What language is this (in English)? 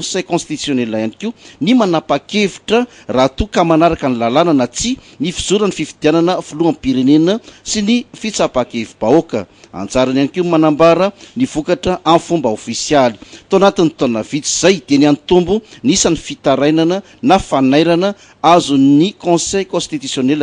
Malagasy